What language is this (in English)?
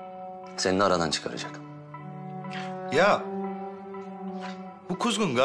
Turkish